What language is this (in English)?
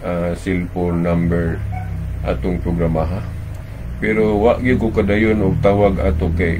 Cebuano